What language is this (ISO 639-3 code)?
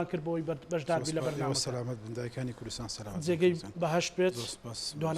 ckb